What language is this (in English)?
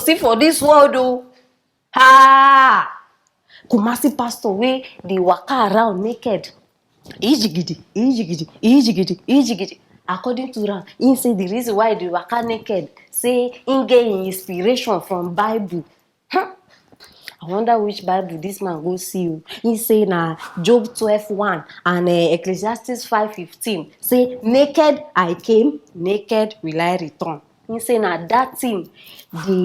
Nigerian Pidgin